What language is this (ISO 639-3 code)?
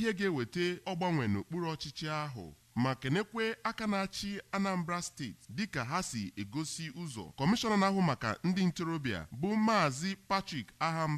ibo